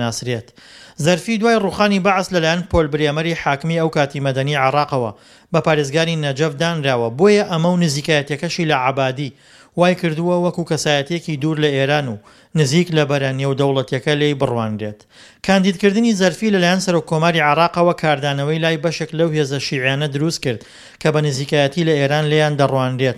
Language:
Central Kurdish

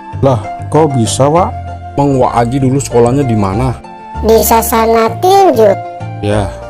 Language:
Betawi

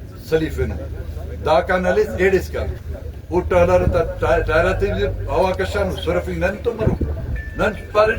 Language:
Eastern Balochi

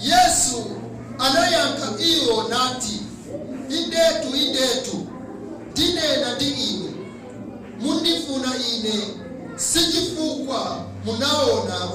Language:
Nyanja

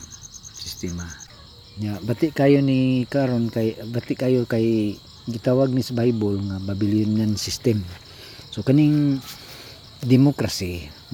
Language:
Cebuano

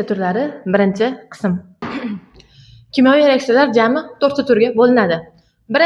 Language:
Uzbek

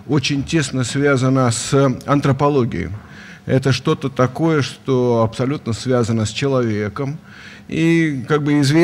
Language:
Russian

